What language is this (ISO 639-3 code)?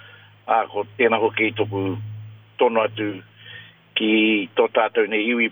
mri